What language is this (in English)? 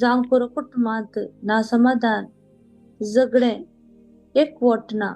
Konkani